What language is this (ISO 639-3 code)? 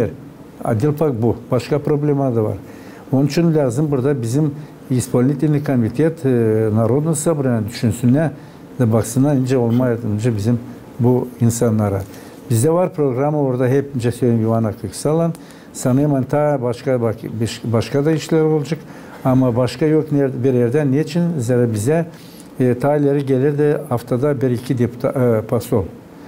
gag